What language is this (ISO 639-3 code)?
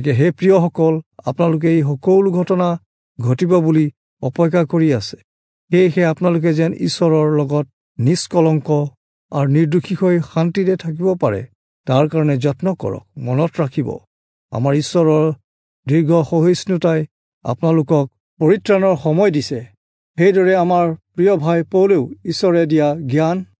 asm